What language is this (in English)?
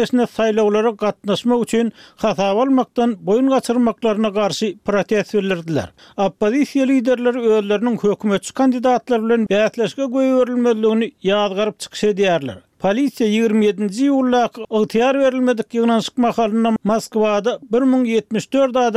Turkmen